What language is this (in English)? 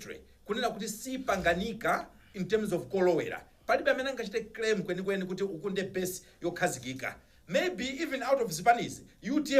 Nyanja